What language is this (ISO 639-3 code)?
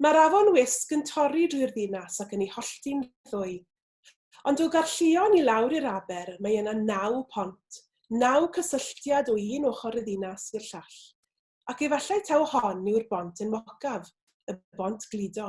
cym